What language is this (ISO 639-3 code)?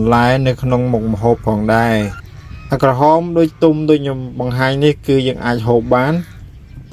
khm